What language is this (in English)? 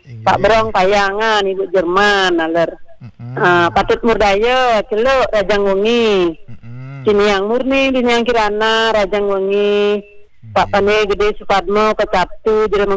Balinese